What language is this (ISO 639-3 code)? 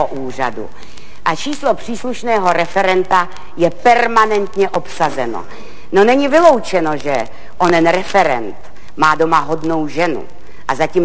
ces